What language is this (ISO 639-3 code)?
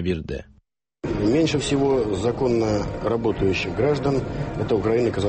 tat